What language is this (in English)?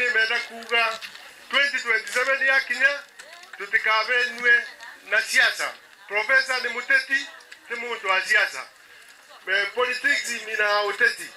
Meru